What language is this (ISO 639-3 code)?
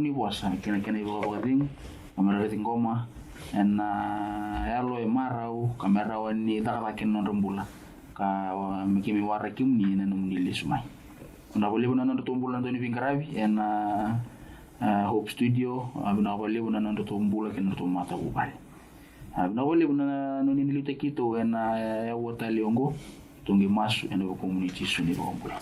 fij